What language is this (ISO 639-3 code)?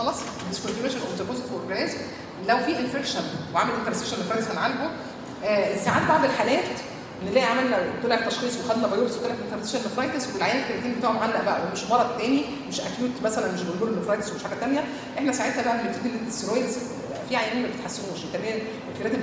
arz